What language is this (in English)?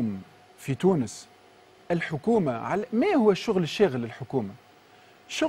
Tunisian Arabic